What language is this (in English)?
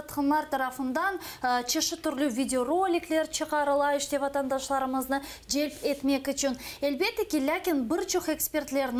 Crimean Tatar